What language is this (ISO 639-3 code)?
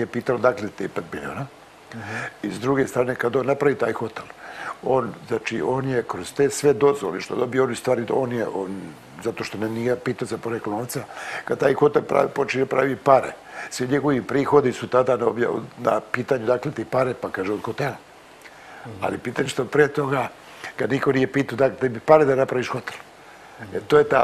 srp